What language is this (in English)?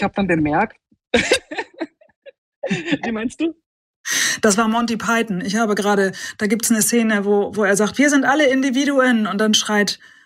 German